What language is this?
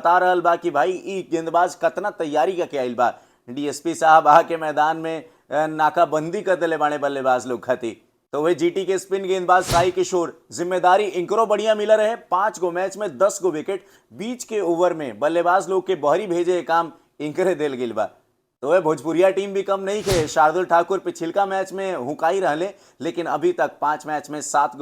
Bhojpuri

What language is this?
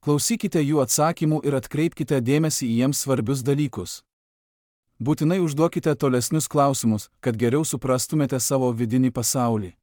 Lithuanian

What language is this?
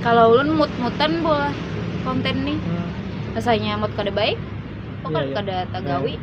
Banjar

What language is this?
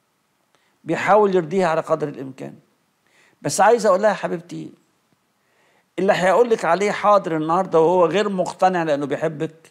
Egyptian Arabic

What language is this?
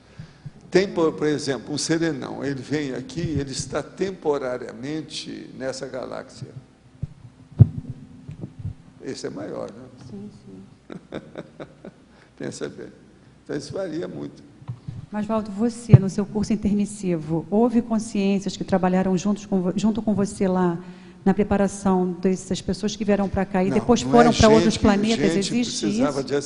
Portuguese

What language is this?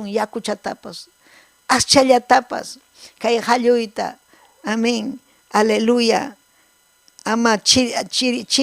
Ayacucho Quechua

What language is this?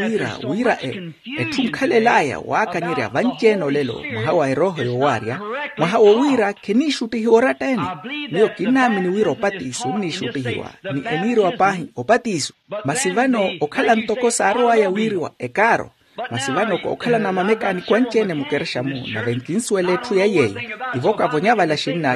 Makhuwa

